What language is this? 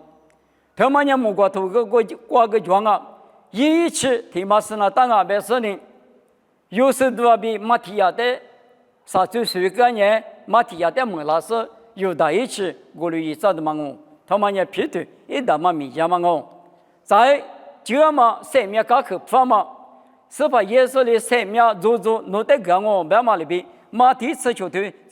Lisu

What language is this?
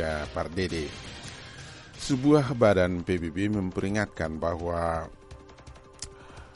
Indonesian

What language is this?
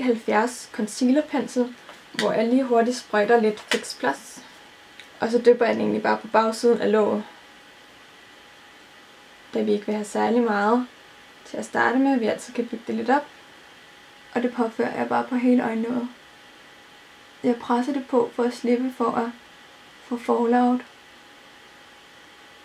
Danish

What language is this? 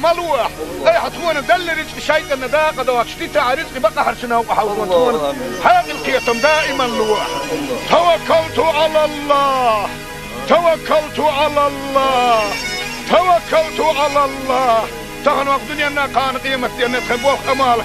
Chechen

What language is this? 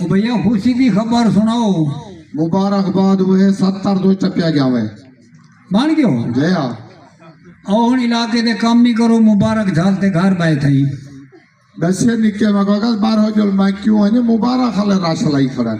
Saraiki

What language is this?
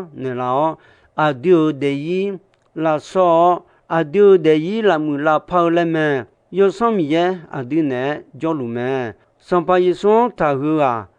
Akha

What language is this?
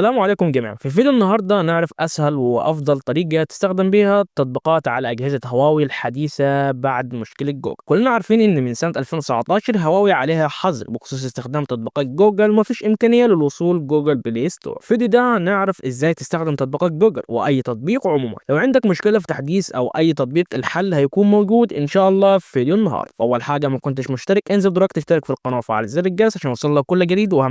Egyptian Arabic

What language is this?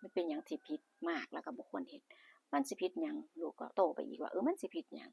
Lao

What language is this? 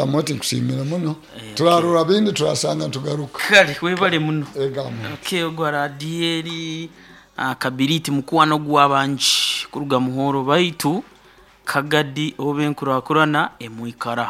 Nyoro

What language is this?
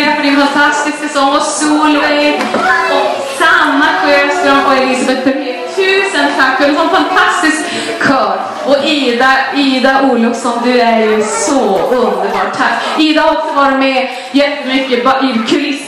Swedish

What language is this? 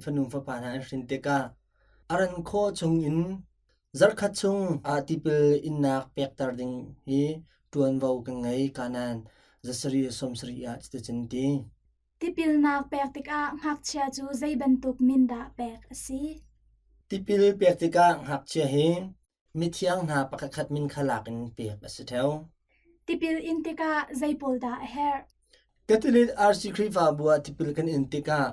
Hakha Chin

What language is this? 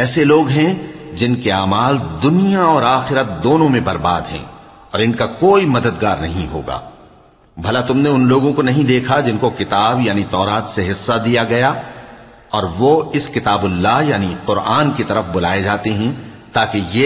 Urdu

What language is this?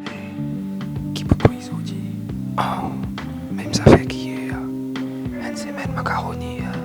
Morisyen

